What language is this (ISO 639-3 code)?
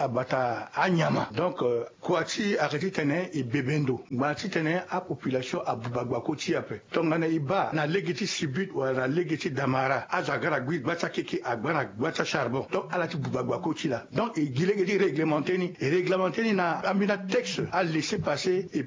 sag